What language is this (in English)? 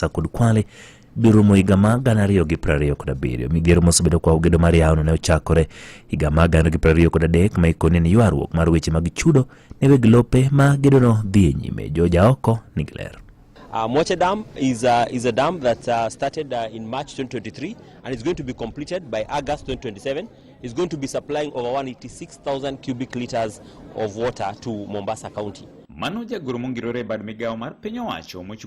Luo (Kenya and Tanzania)